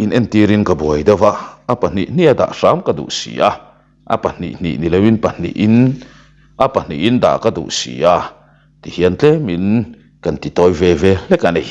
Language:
Mizo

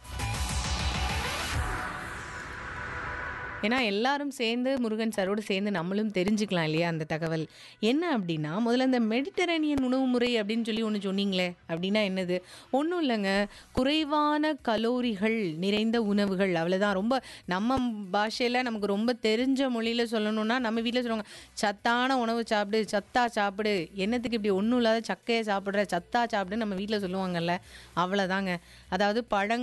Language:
Tamil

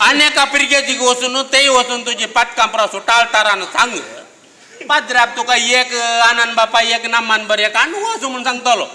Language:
Konkani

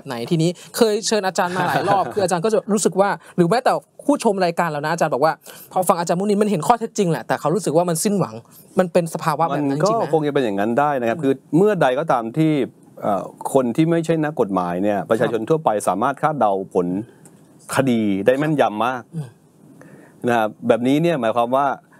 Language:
Thai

